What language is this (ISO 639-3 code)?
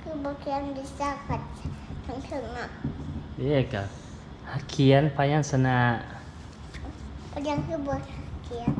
lao